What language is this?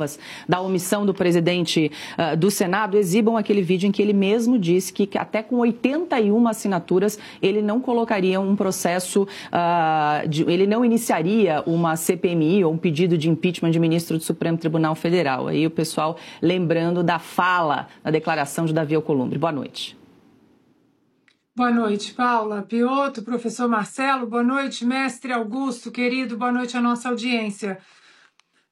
Portuguese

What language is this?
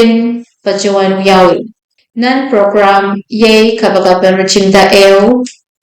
Pohnpeian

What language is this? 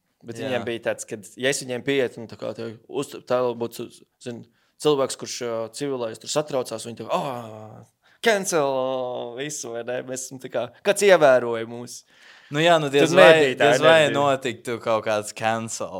Latvian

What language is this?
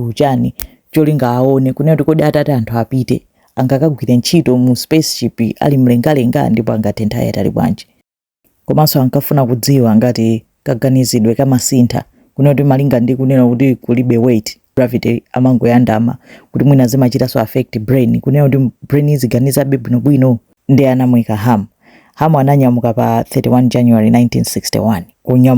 Nyanja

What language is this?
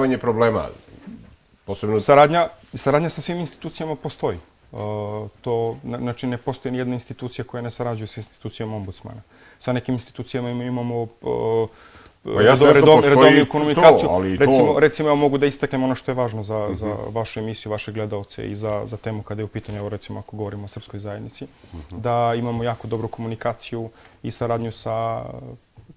Serbian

